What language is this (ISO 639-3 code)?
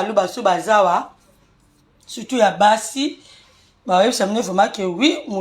lin